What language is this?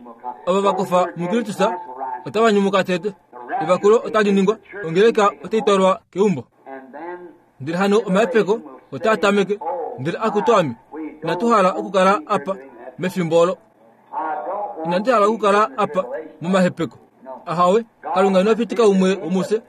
Kuanyama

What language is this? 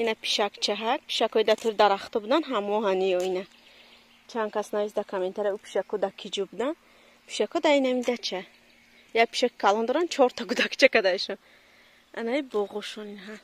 Tajik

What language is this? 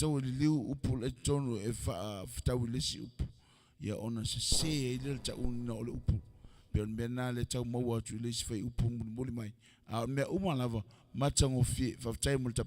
Samoan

